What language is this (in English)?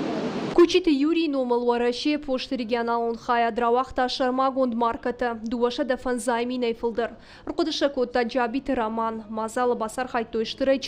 Ossetic